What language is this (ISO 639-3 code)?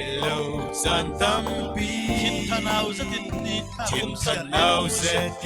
cfm